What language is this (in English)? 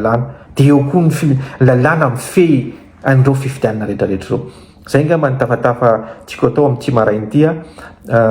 Malagasy